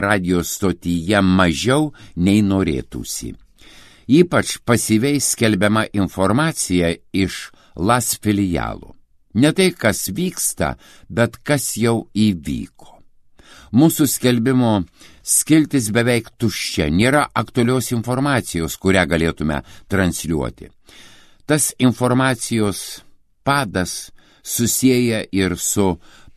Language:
Lithuanian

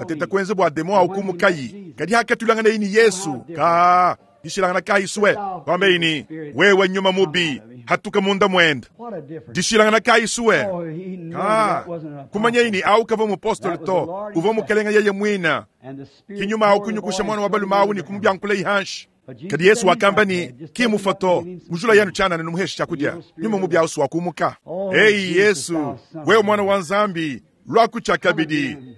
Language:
Luba-Lulua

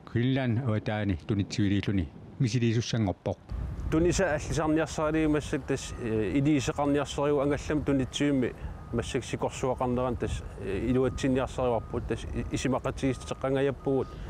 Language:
Kalaallisut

